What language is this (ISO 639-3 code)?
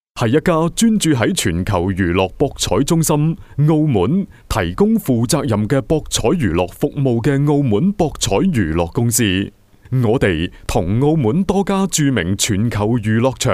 yue